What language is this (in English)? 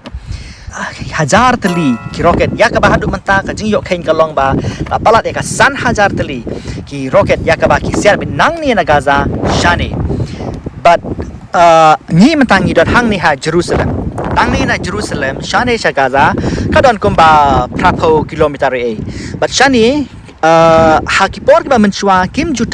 Khasi